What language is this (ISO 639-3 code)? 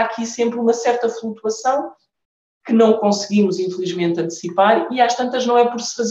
por